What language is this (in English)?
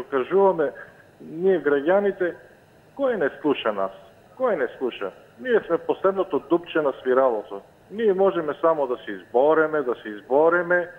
Macedonian